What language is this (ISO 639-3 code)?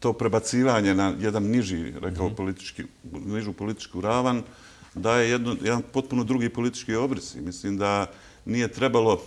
bos